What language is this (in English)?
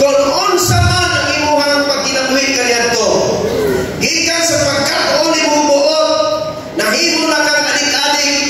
Cebuano